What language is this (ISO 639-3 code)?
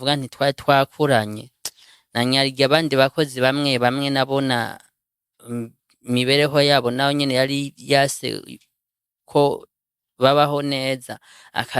run